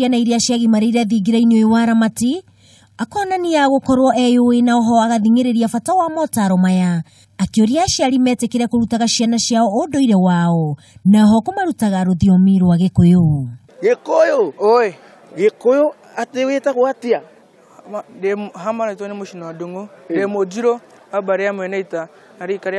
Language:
Kikuyu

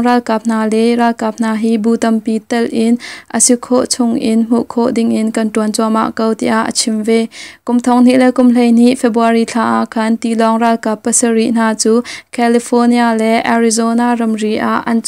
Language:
Hakha Chin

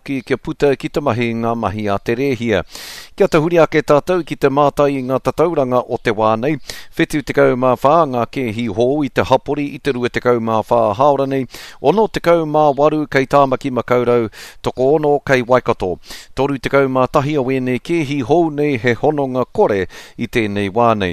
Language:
Māori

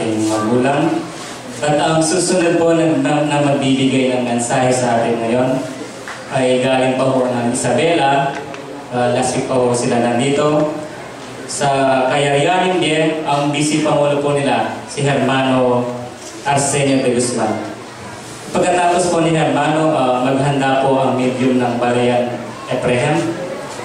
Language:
Pampanga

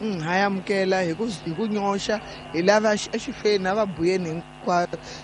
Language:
Tsonga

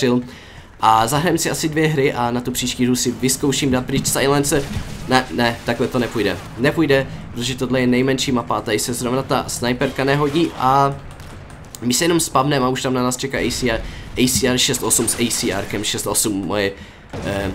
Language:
Czech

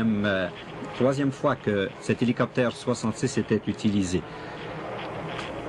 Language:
French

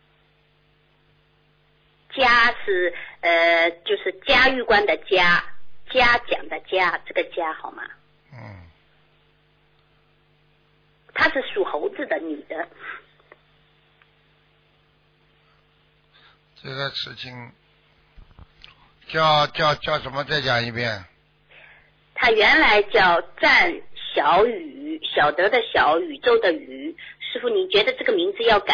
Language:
Chinese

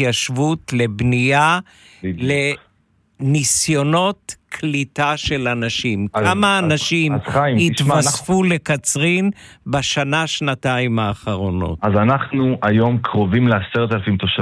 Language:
Hebrew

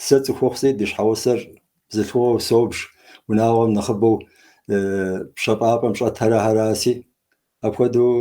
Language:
Kabardian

